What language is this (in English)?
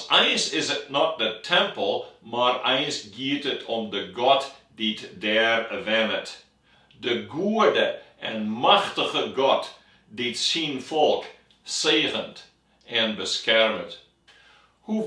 Western Frisian